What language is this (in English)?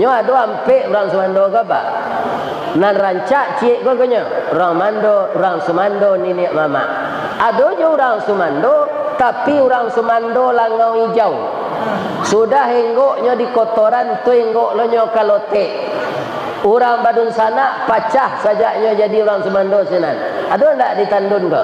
Minangkabau